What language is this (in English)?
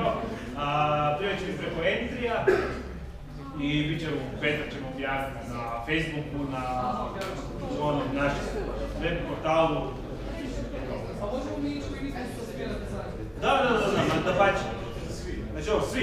Croatian